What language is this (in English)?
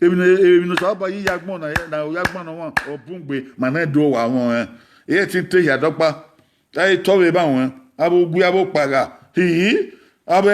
Bini